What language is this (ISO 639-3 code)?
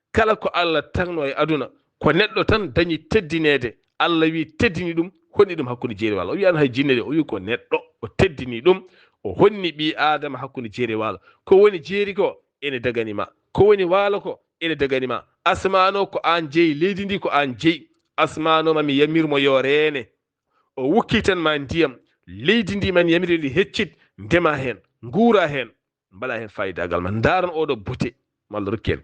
ful